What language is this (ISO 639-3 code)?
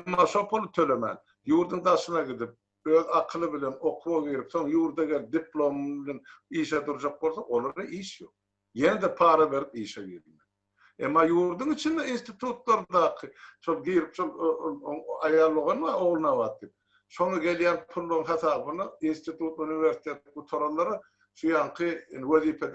tuk